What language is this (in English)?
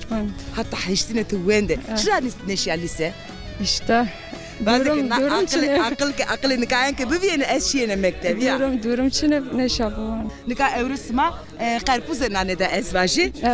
Zaza